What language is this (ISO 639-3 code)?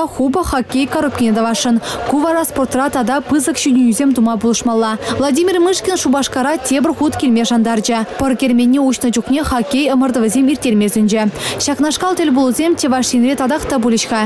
chv